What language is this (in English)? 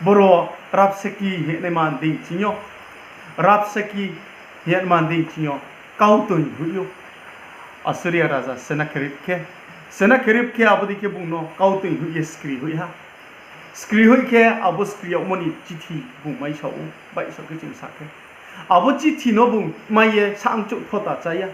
Riang (India)